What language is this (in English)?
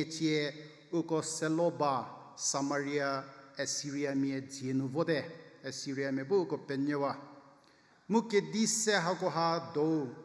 Angami Naga